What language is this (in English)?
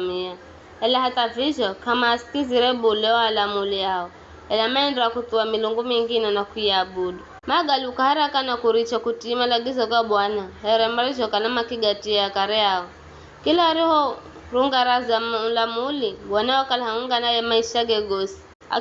Giryama